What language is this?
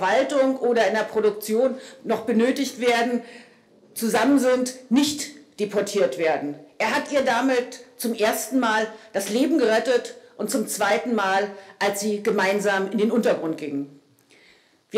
German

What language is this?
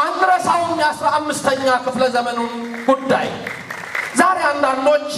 Amharic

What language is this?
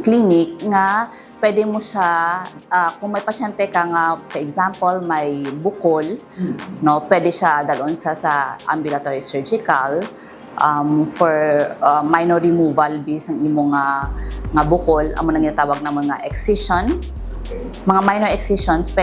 Hiligaynon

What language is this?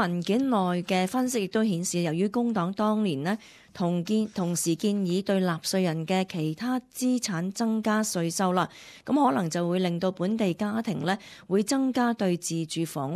Cantonese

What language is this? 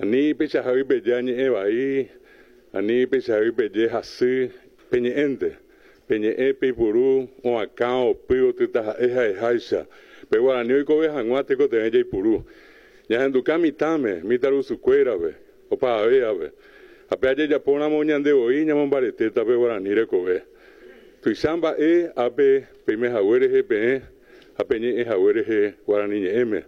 Guarani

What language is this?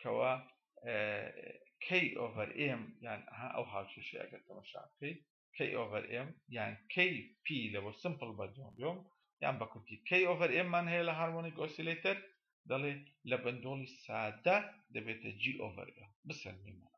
Central Kurdish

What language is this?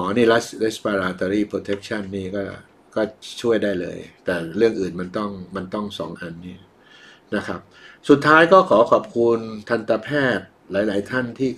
Thai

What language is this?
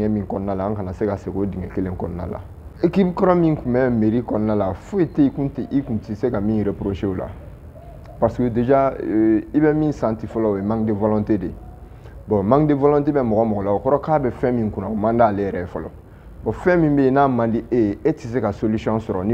Bambara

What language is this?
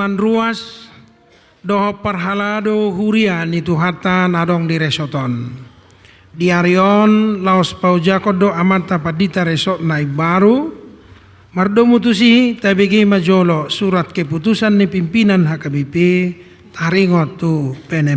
Batak Toba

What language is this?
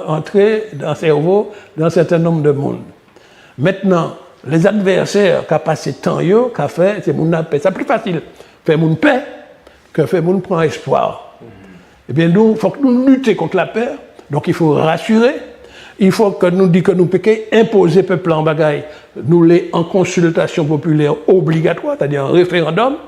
Guadeloupean Creole French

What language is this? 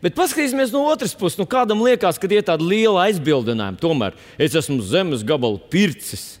Latvian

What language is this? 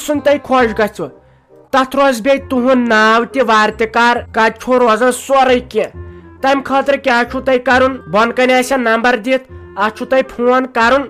Kashmiri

